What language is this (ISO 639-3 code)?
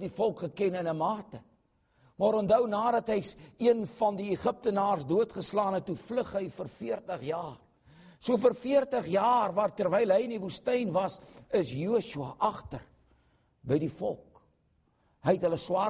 afr